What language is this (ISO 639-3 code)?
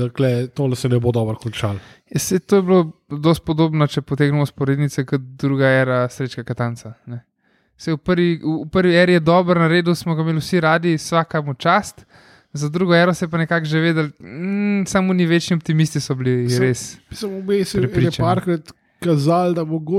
slv